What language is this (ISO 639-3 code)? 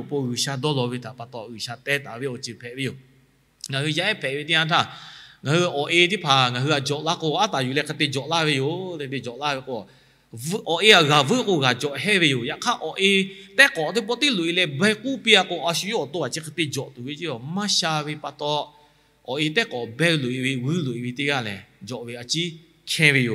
lhu